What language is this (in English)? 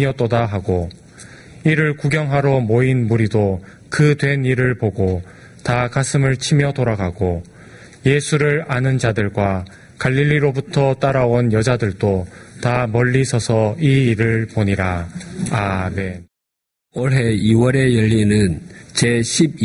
Korean